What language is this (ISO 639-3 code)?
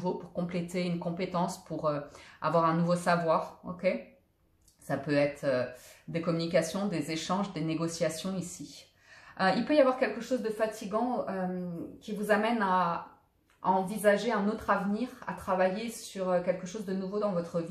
fra